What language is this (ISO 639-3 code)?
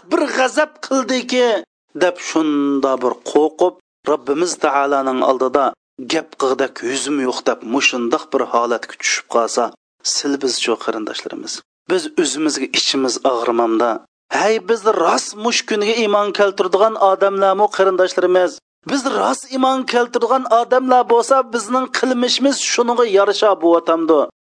uig